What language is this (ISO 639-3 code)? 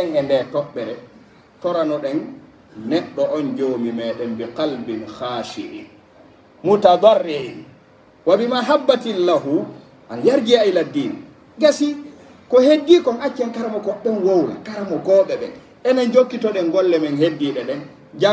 fuf